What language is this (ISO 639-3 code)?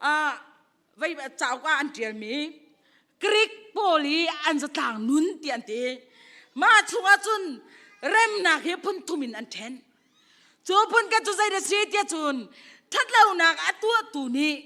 cnh